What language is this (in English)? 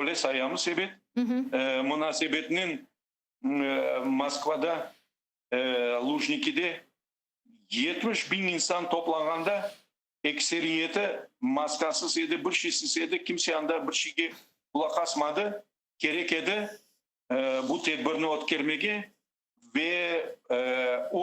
Crimean Tatar